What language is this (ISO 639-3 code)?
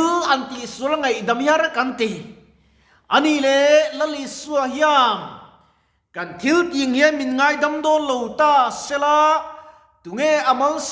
lus